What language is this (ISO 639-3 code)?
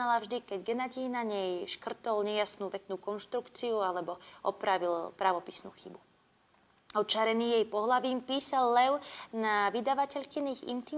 slk